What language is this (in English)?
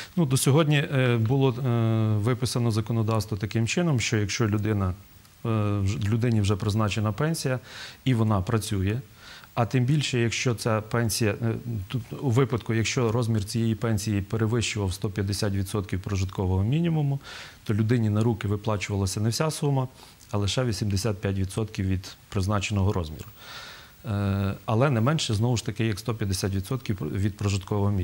Ukrainian